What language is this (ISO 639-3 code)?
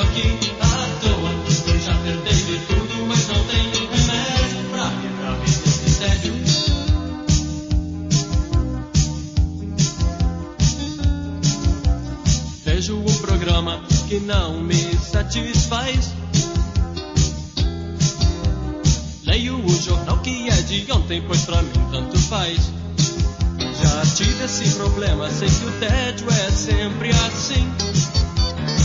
por